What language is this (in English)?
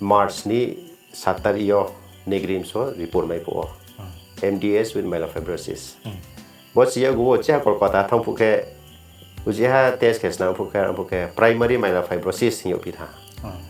Riang (India)